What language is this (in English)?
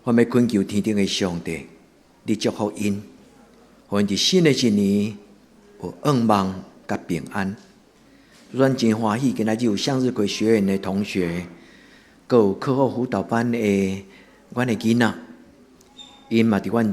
Min Nan Chinese